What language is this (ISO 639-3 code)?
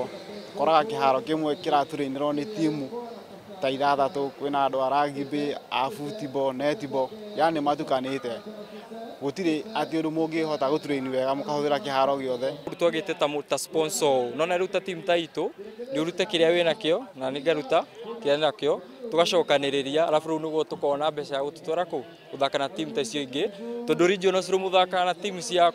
kik